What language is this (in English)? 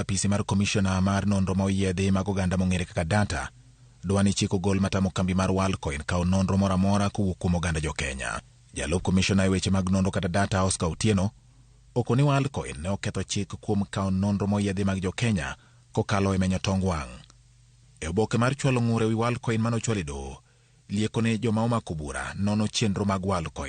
Luo (Kenya and Tanzania)